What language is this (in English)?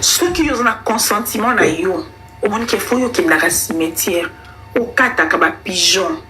Lingala